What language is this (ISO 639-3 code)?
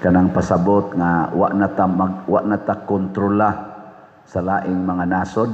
ceb